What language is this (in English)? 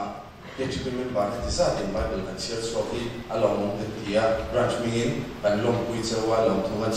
Mizo